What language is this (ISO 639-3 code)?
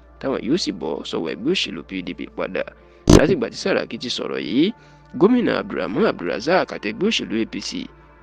yor